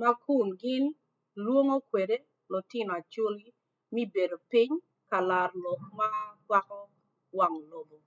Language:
Acoli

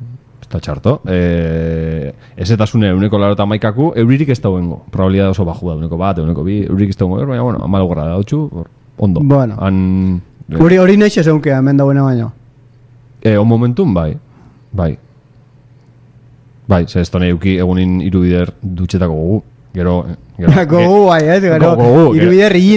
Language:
Basque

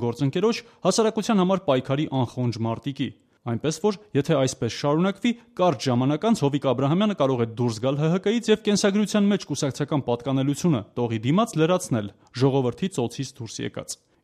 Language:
Armenian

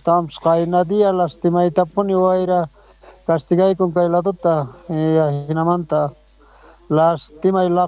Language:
South Bolivian Quechua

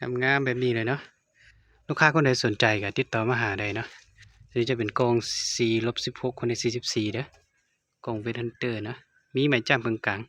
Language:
Lao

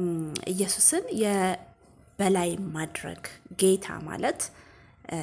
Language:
Amharic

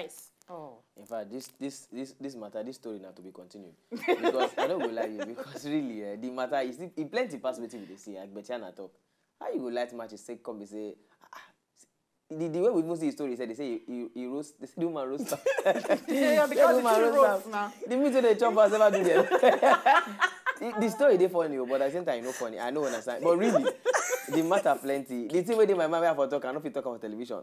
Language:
Nigerian Pidgin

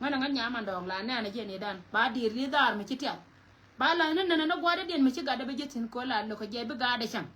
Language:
Nuer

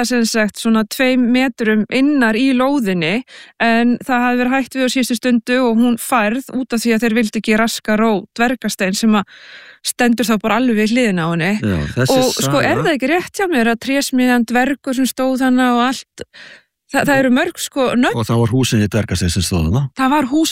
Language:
Icelandic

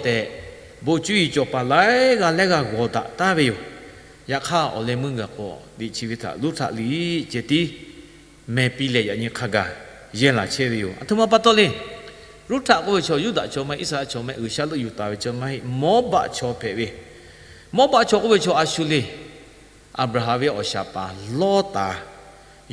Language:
Lahu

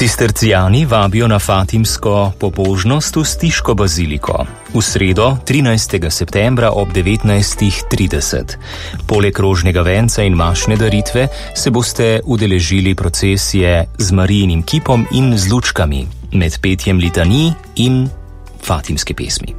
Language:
Slovenian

